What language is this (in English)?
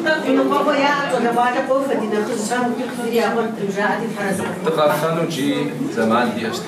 Kabardian